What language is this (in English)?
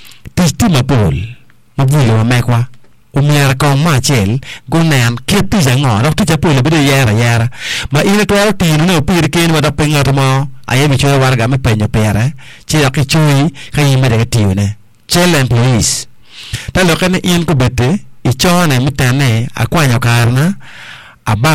Acoli